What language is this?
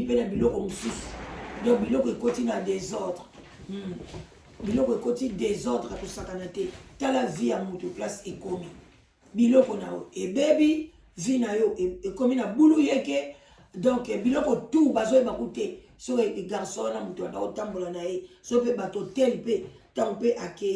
Lingala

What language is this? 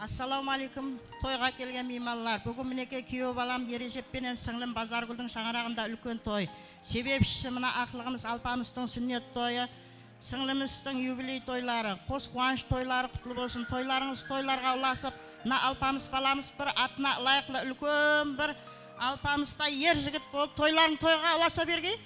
Kara-Kalpak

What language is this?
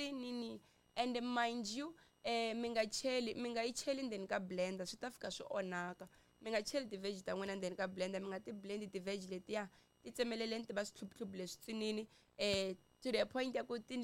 Tsonga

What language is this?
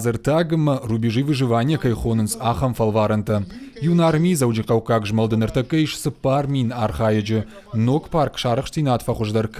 Ossetic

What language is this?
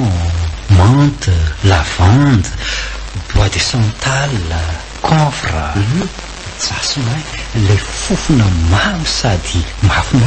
Malagasy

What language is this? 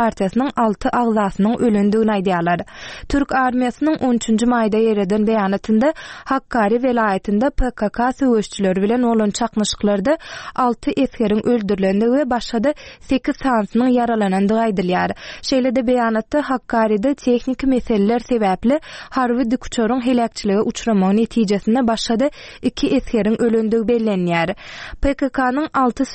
Turkmen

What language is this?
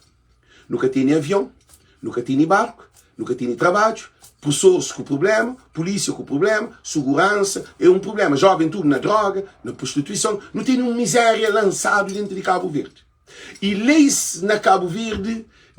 Kabuverdianu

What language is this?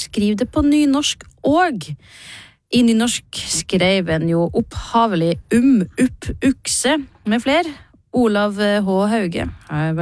Norwegian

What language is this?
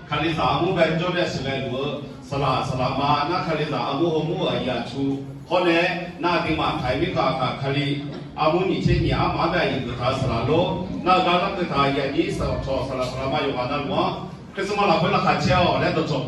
Akha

